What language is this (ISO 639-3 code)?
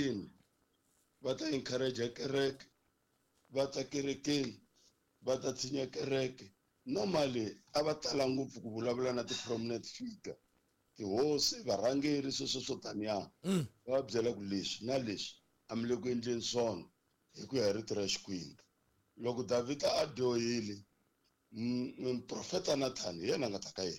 tso